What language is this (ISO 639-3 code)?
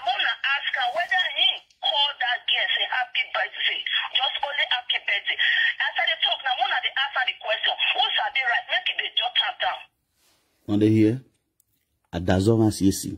pcm